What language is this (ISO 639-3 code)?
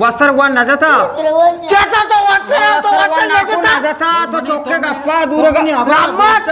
bgp